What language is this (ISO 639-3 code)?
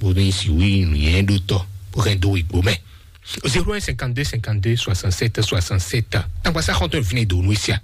fon